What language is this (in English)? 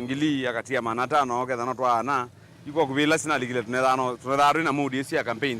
Kamba